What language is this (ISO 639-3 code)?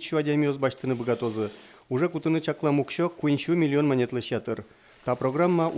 udm